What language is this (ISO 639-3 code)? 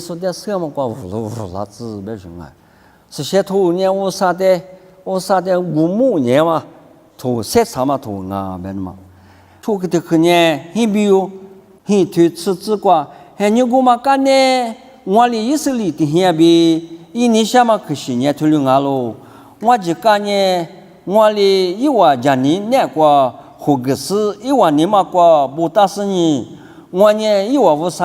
lis